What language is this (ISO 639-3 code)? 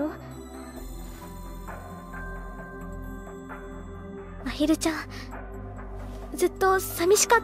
jpn